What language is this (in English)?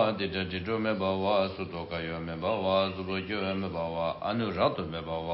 Tibetan